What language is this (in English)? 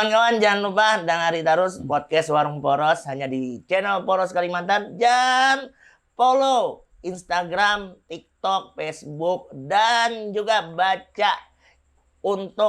Banjar